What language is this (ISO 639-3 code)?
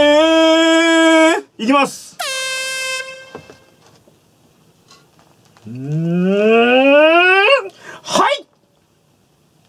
jpn